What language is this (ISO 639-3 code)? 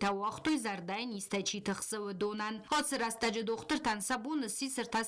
oss